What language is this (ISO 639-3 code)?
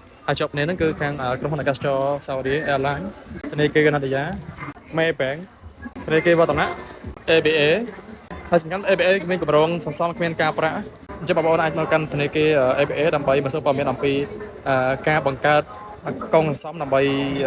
khm